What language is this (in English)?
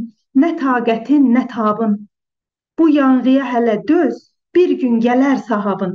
South Azerbaijani